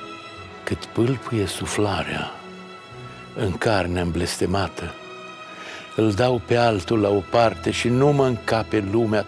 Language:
Romanian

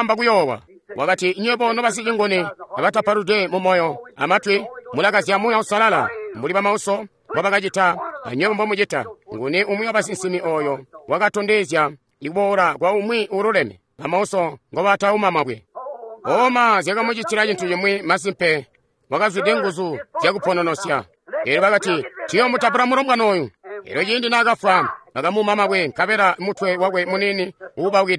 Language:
Tonga (Zambia)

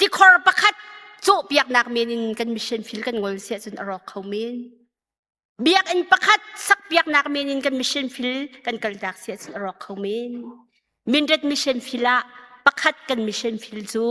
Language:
Hakha Chin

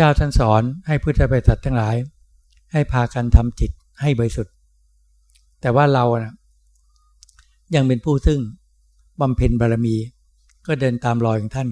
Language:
Thai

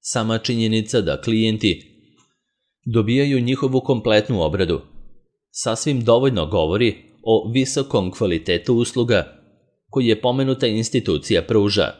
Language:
Serbian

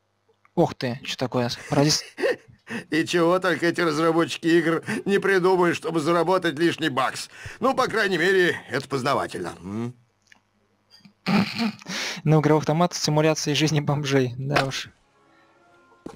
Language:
Russian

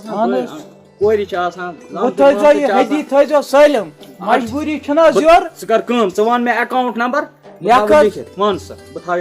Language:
Kashmiri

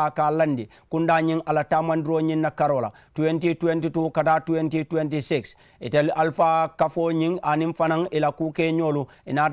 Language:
Mandingo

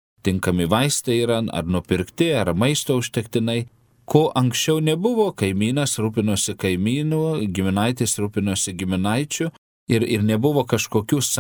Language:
Lithuanian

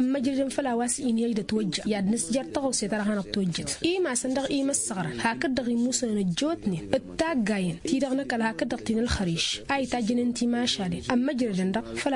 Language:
Tamasheq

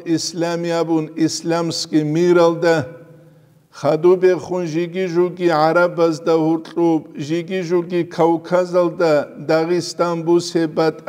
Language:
Avaric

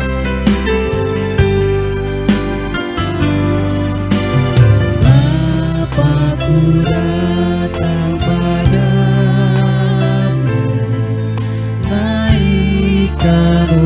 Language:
Indonesian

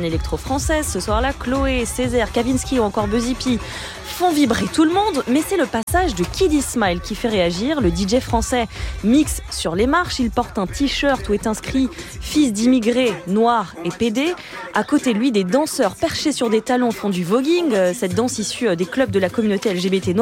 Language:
French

